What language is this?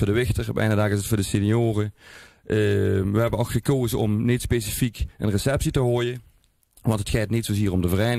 Limburgish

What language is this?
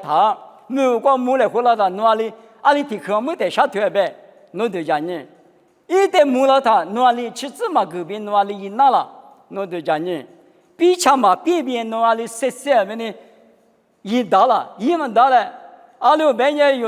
Lisu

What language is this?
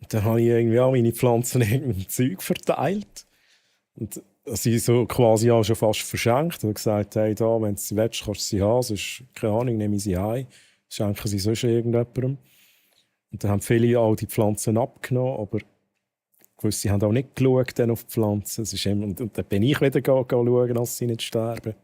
Swiss German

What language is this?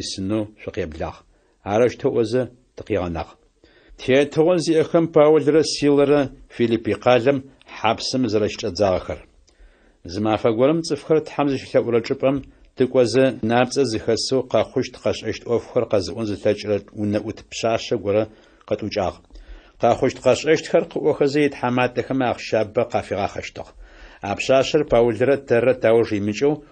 Adyghe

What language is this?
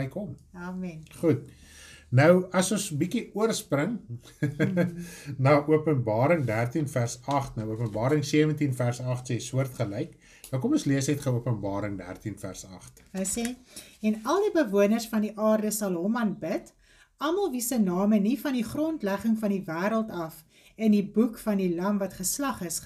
Afrikaans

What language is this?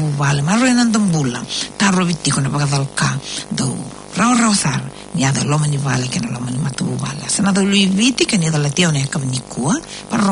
Fijian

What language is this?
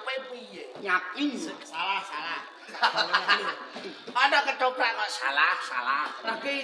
Javanese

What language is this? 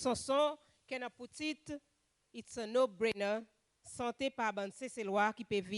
Seselwa Creole French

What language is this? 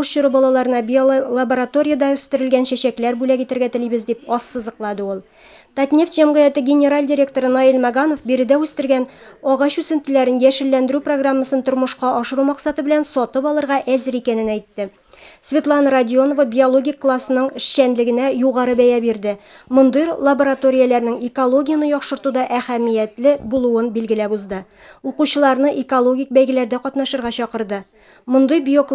Tatar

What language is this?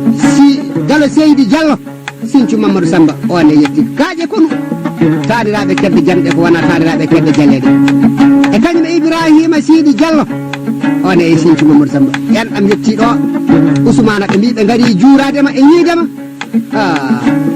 Fula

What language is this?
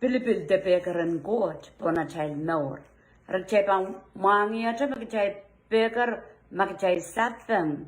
Pohnpeian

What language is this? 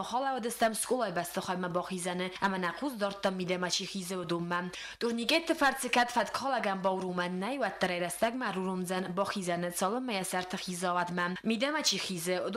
Ossetic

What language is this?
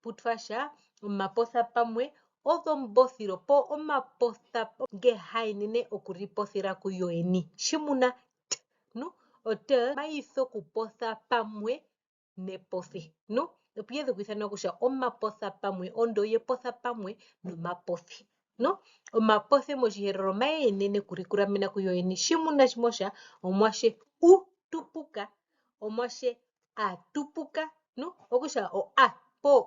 Herero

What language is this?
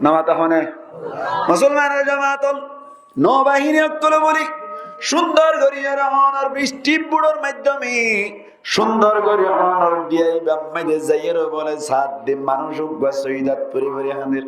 Rohingya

